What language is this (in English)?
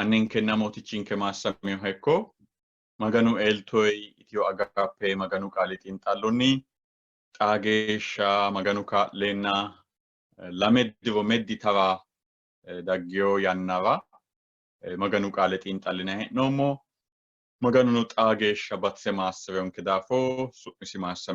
Sidamo